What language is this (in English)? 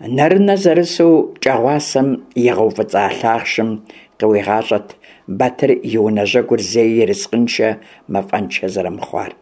Kabardian